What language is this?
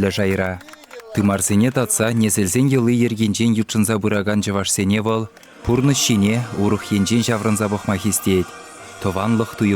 Chuvash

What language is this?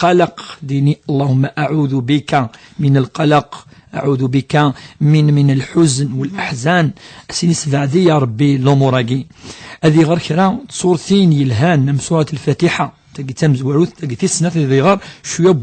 Kabyle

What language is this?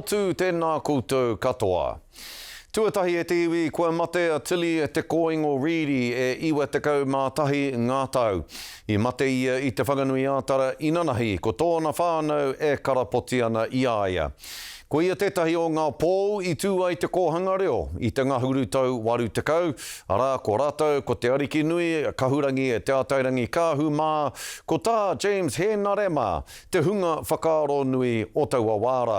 Māori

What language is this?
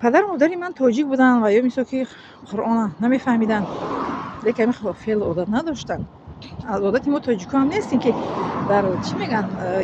Tajik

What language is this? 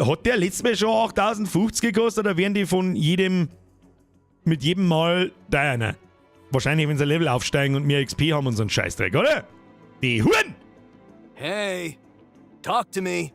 Bavarian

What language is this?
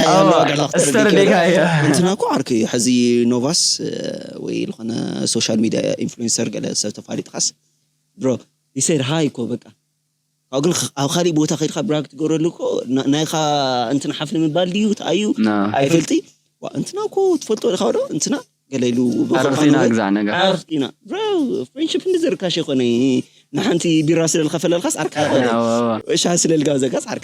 Tigrinya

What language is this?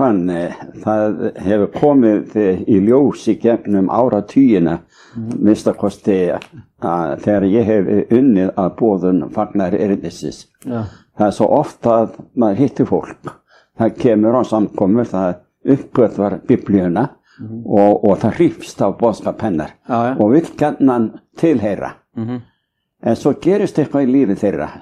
Icelandic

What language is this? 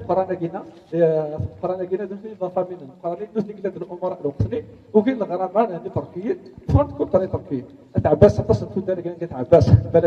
Kabyle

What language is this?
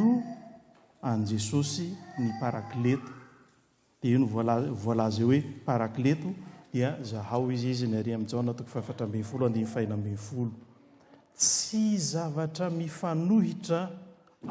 Malagasy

